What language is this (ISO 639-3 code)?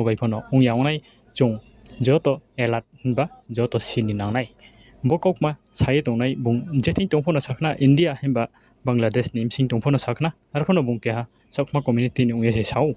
ria